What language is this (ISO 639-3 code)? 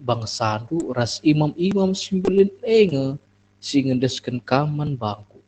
btx